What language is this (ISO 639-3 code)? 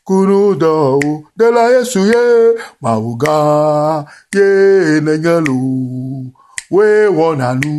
ewe